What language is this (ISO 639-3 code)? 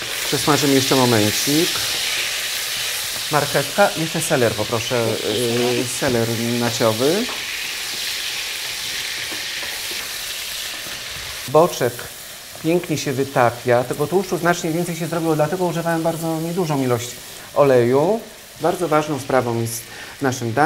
pol